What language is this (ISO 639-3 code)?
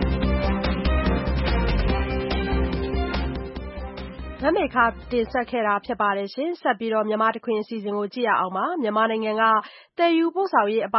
mya